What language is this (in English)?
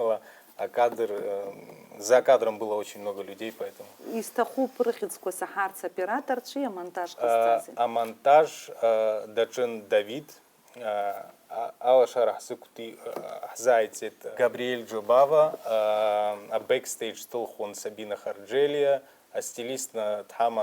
Abkhazian